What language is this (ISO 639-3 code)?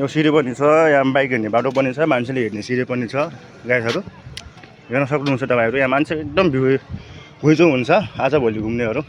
nep